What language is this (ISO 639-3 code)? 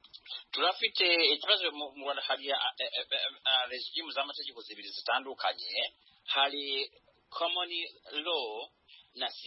kin